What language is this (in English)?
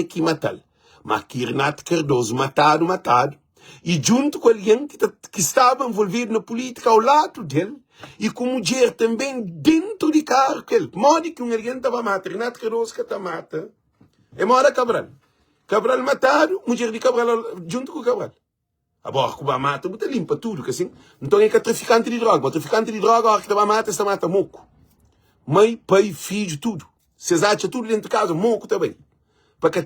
Kabuverdianu